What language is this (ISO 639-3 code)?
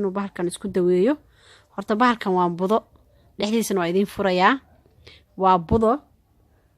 som